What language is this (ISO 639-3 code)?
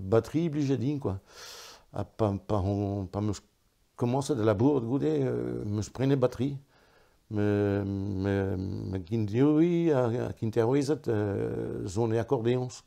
bre